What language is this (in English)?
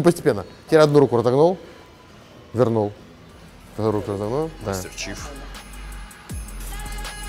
Russian